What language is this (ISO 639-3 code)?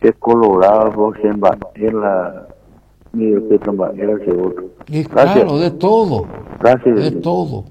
grn